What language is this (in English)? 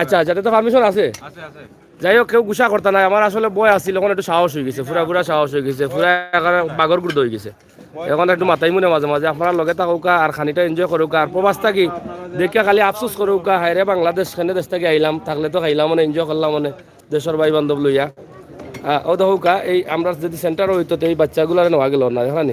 Sylheti